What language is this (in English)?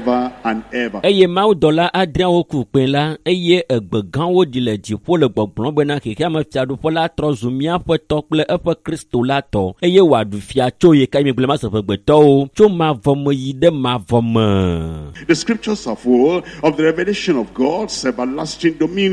Ewe